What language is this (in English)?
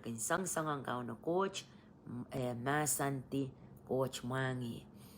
Pohnpeian